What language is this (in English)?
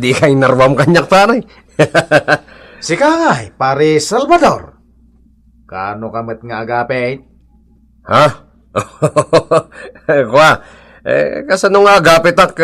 Iloko